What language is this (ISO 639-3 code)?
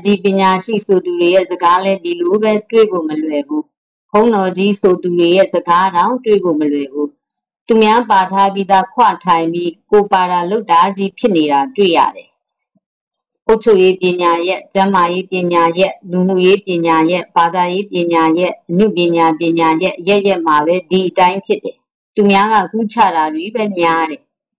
mya